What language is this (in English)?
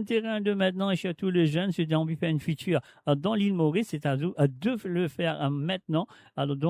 Morisyen